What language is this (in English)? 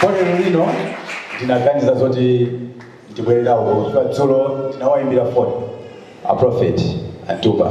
Nyanja